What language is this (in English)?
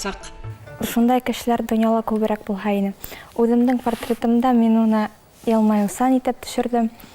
Bashkir